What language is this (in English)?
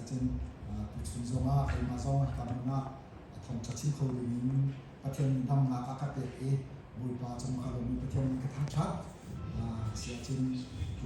Hakha Chin